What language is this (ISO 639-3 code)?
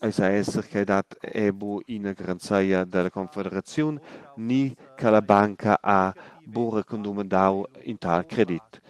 roh